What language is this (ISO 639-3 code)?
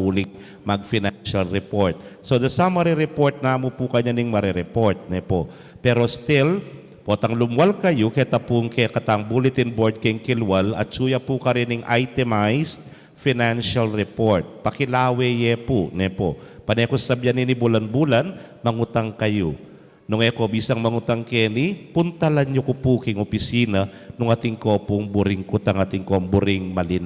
pam